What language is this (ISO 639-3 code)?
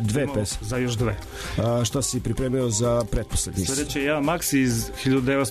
srp